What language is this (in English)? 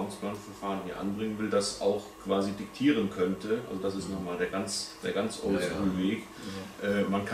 German